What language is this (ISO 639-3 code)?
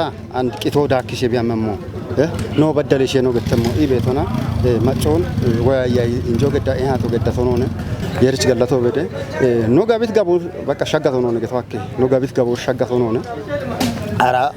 kbr